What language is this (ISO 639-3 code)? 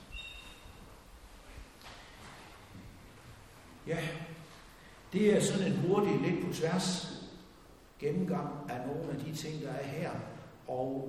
dan